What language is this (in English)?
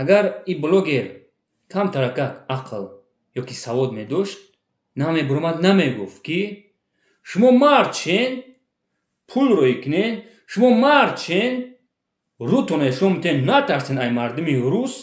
Tajik